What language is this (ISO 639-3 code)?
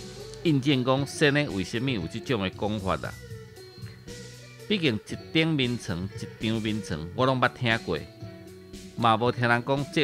nan